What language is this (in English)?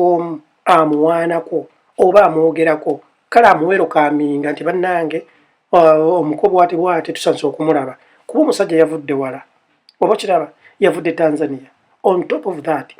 Ganda